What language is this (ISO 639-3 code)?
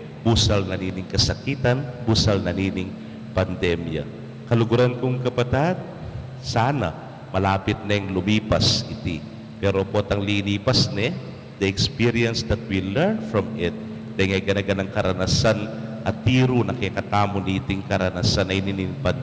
pam